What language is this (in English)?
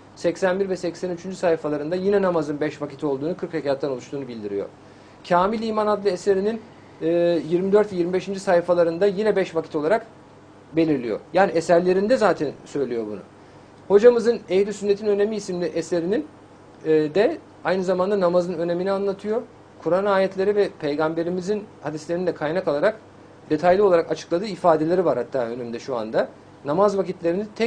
Turkish